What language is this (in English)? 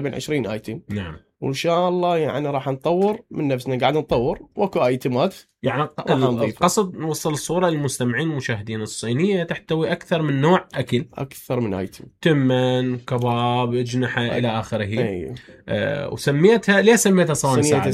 Mesopotamian Arabic